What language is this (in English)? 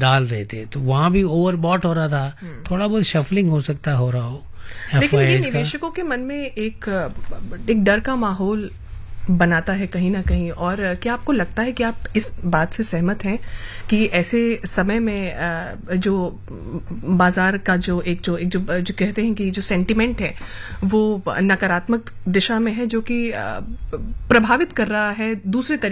Hindi